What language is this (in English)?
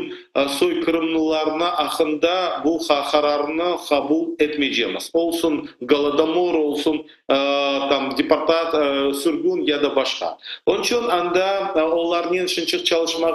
Crimean Tatar